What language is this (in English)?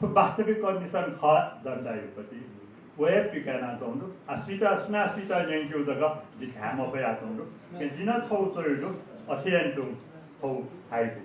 Newari